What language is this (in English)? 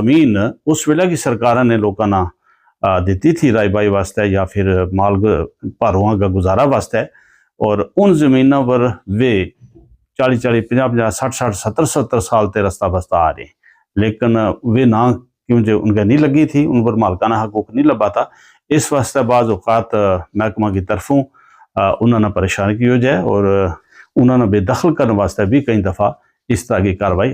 Gujari